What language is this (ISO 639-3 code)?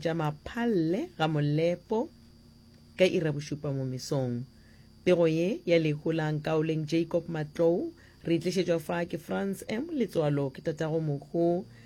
nso